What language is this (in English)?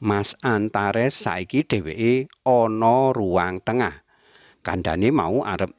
Javanese